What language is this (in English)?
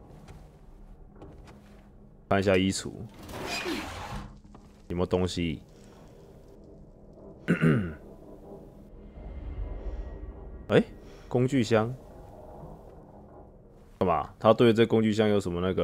Chinese